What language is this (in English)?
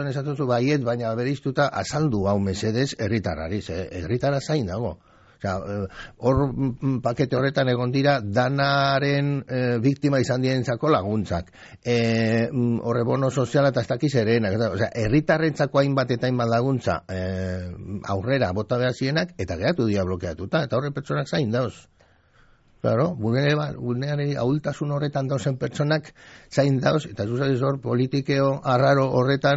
Basque